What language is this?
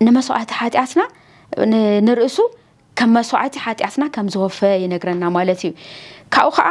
Tigrinya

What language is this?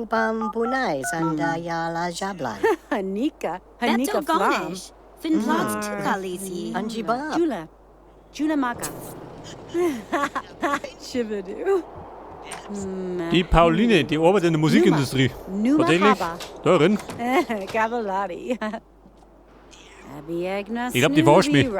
Bavarian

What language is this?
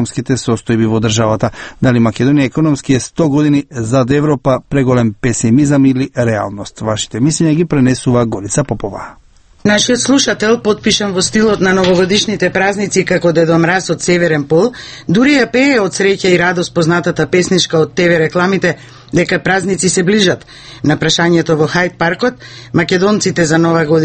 Macedonian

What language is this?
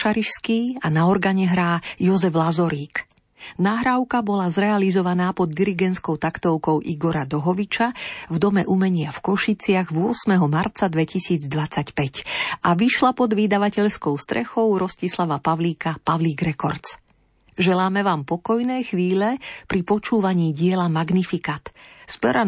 Slovak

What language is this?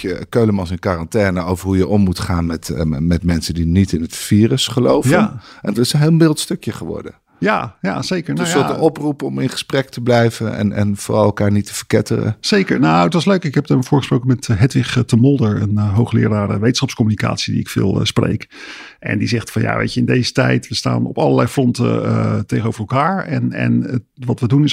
Dutch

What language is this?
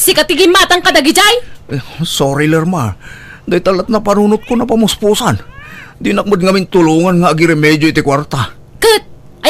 Iloko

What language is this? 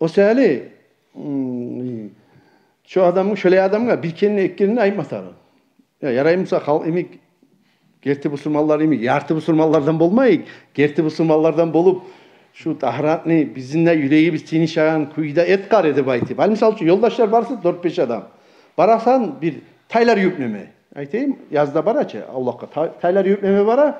Kumyk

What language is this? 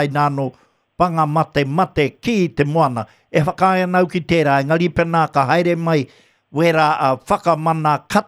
Māori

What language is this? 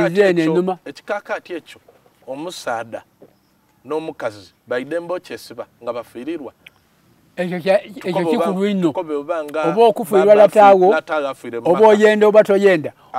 Soga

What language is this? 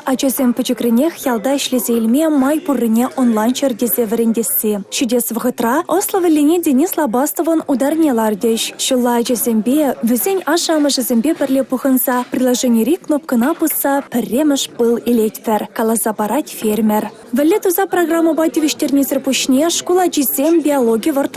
Chuvash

